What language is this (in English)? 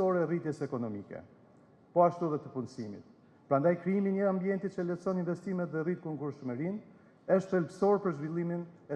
Albanian